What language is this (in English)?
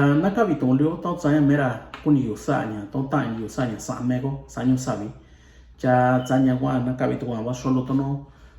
Mixtepec Mixtec